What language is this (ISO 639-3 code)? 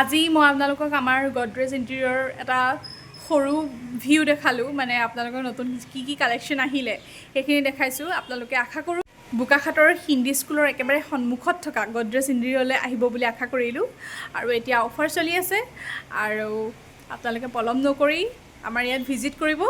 asm